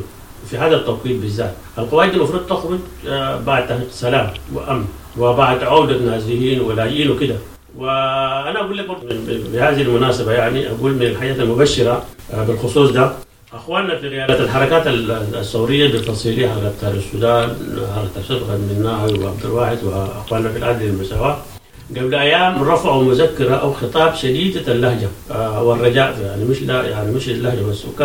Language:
Sudanese Arabic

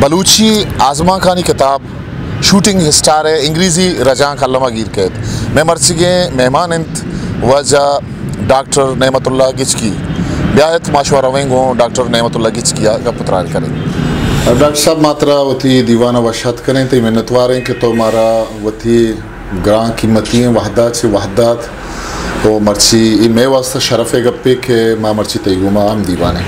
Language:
Eastern Balochi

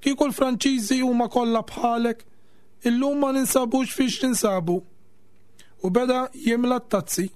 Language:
Maltese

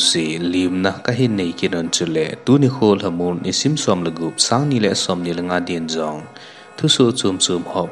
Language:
Thado Chin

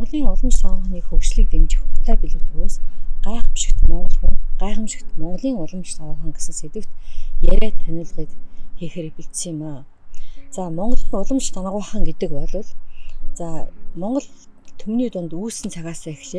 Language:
Mongolian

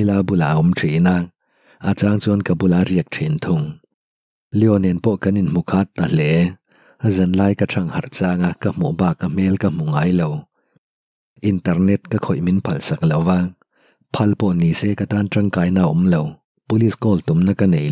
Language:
Mizo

